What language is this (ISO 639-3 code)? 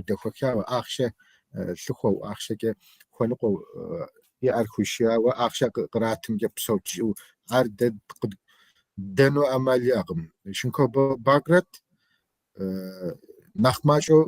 kbd